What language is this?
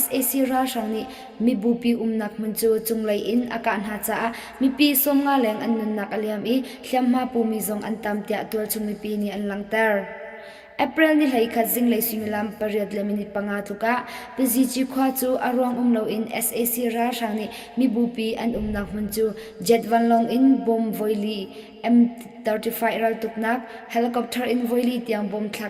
Hakha Chin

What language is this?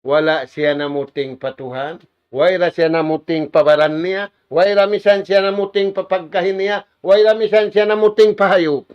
Tausug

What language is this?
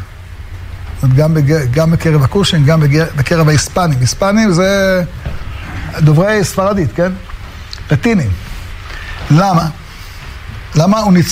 Hebrew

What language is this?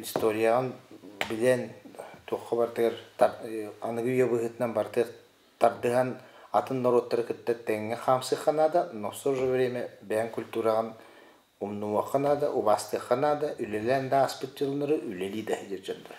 Yakut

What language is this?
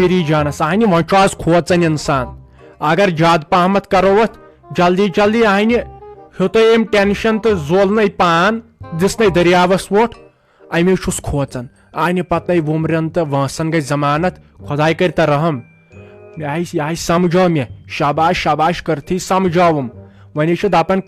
Kashmiri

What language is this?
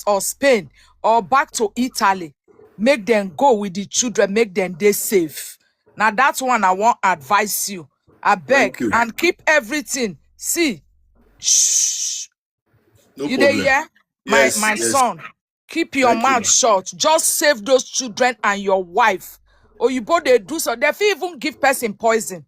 Nigerian Pidgin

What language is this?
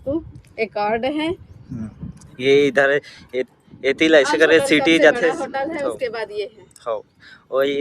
Chhattisgarhi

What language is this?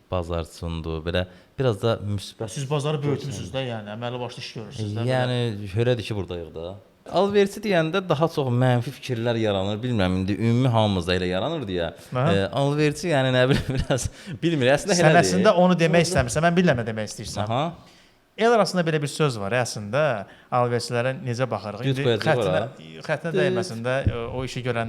Azerbaijani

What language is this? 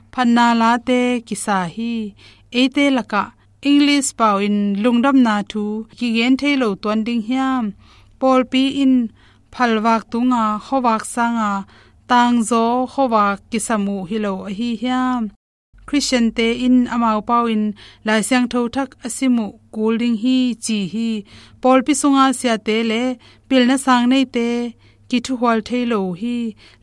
Tedim Chin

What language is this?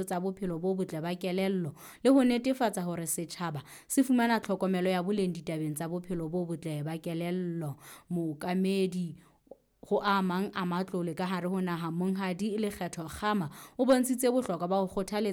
Southern Sotho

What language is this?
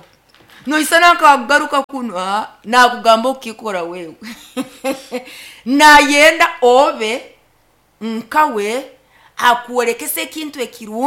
Nyoro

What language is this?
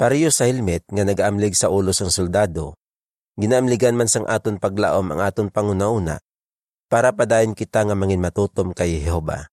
Hiligaynon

